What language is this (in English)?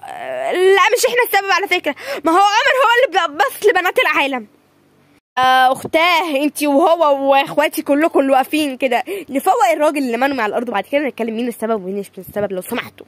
Egyptian Arabic